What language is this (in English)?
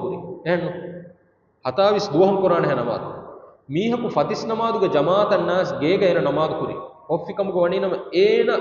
Divehi